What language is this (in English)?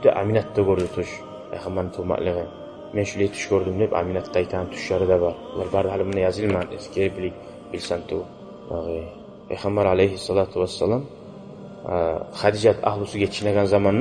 Kumyk